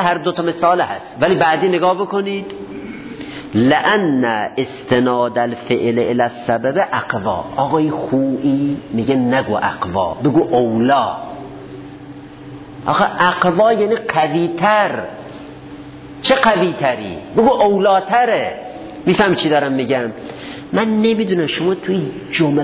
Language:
Persian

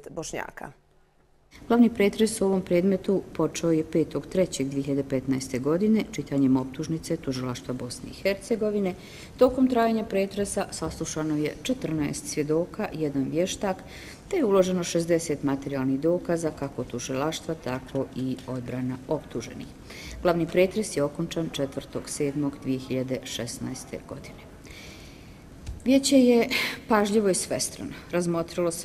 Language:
Bosnian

